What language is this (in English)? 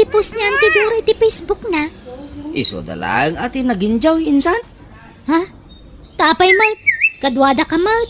Iloko